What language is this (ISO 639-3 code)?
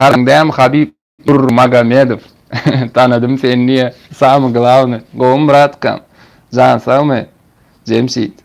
tuk